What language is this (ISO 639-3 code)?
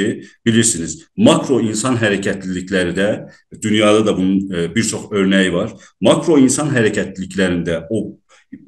azb